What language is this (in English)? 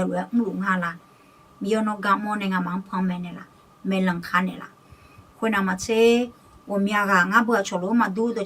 Akha